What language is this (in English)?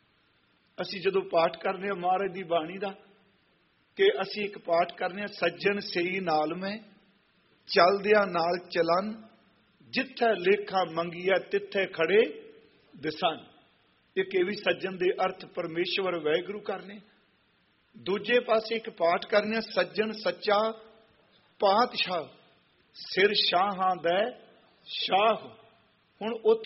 Punjabi